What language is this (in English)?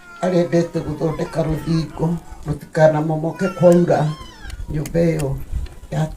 Kikuyu